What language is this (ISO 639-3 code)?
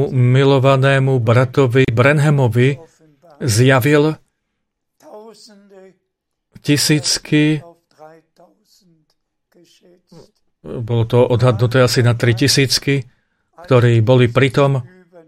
slk